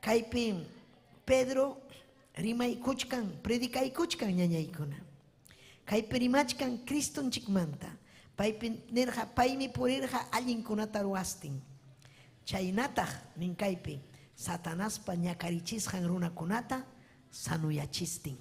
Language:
Ayacucho Quechua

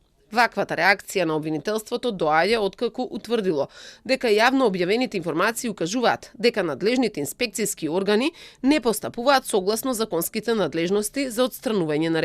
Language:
Macedonian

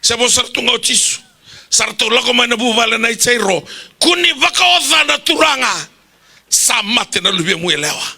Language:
Fijian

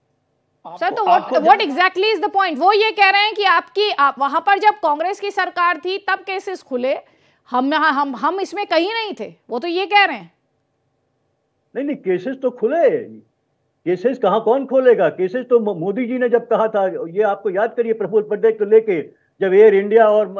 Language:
Hindi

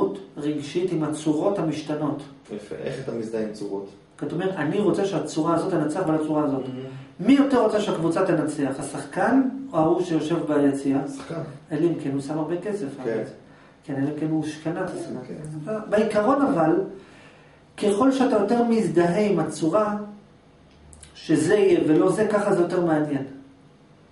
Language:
Hebrew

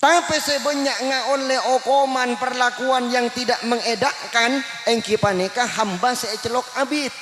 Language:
Madurese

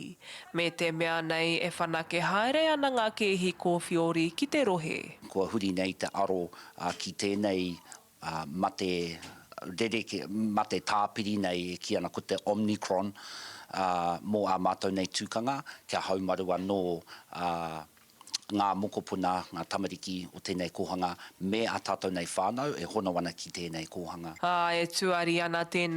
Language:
Māori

